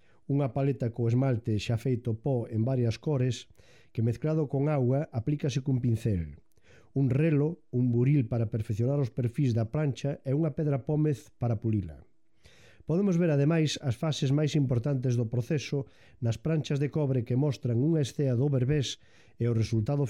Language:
Galician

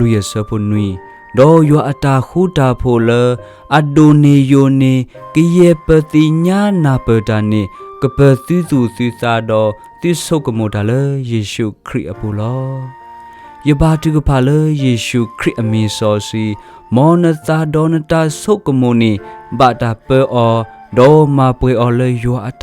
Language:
S'gaw Karen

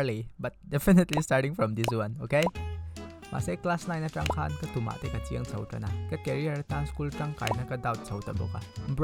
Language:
Mizo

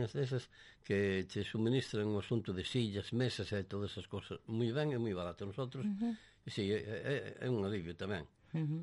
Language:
Galician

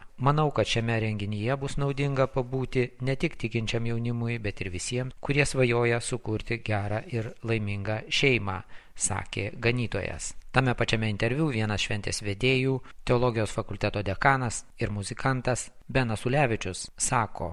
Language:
Lithuanian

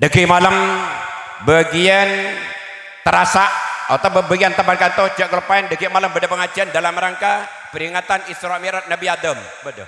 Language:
Madurese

